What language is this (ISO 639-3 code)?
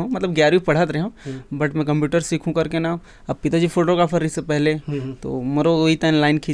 hne